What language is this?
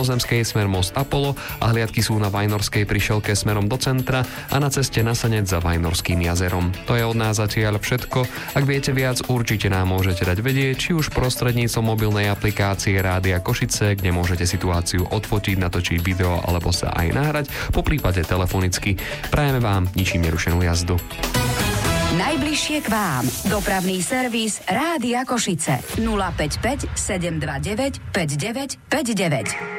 Slovak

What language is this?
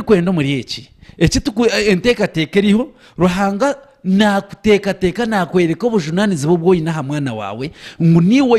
Nyankole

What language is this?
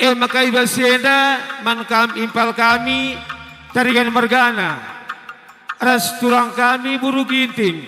Batak Karo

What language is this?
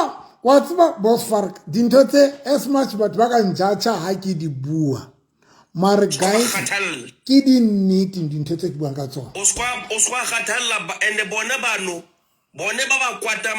Southern Sotho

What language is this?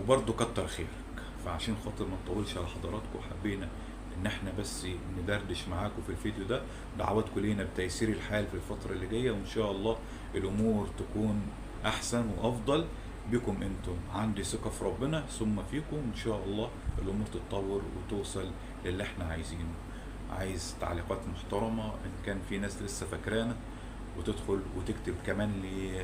Egyptian Arabic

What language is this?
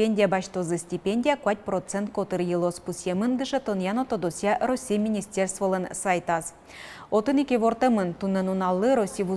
Udmurt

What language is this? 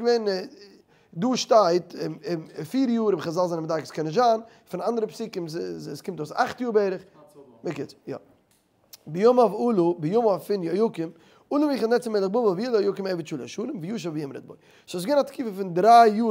Yiddish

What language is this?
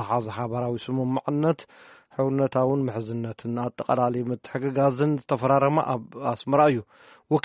Tigrinya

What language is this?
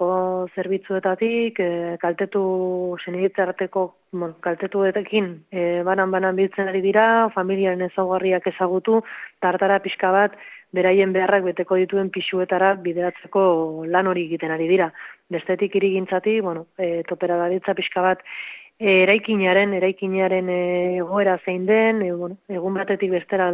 Basque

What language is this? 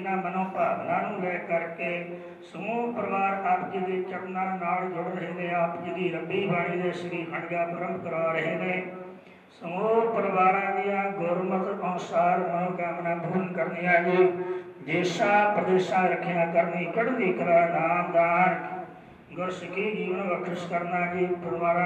Punjabi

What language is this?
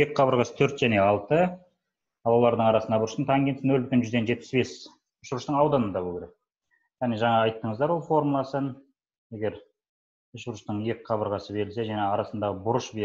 Kazakh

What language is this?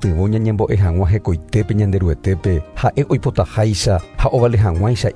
Guarani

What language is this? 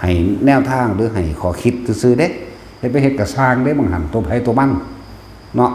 Northeastern Thai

